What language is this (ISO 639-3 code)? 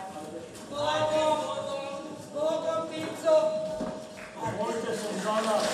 hrv